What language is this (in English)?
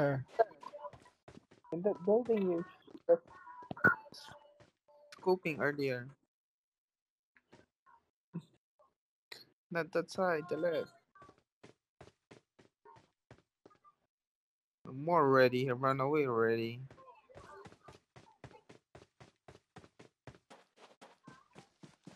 English